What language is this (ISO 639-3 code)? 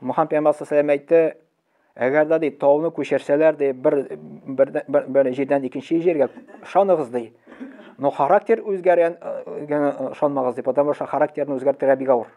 tat